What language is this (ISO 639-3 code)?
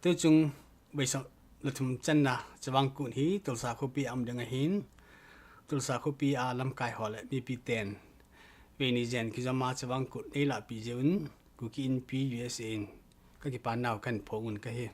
tcz